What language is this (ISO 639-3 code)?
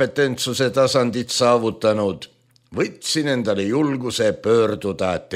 est